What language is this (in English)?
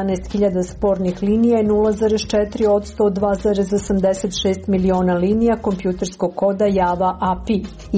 Serbian